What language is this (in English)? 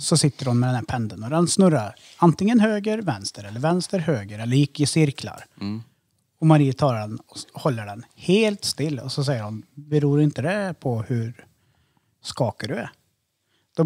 Swedish